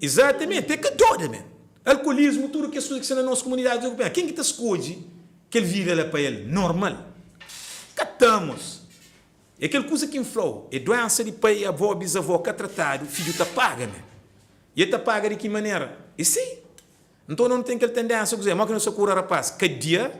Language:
Kabuverdianu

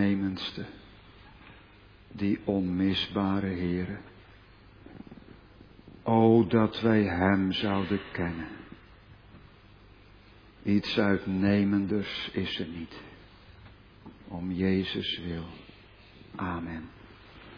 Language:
Dutch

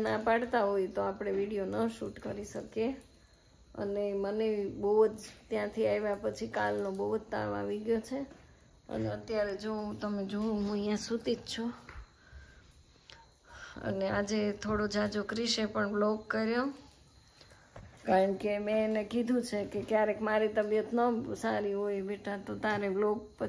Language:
Gujarati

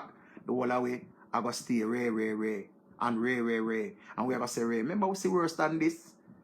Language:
Jamaican Creole English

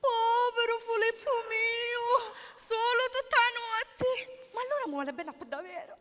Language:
Sicilian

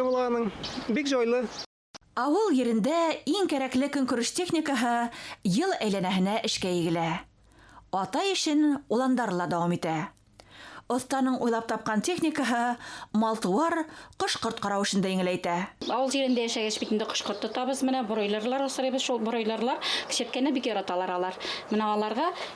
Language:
Bashkir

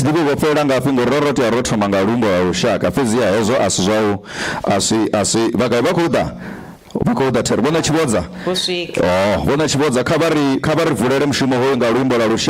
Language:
Venda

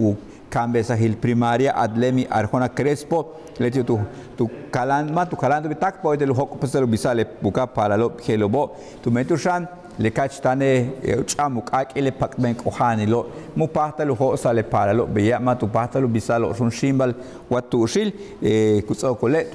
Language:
Yucateco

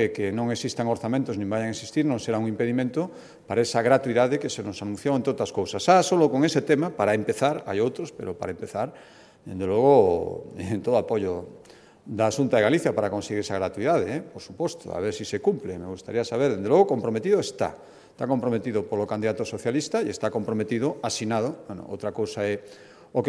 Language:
Galician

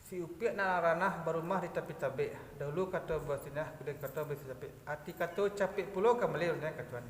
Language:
Minangkabau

